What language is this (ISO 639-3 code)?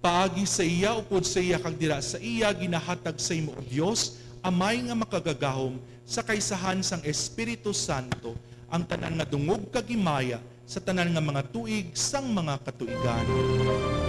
hil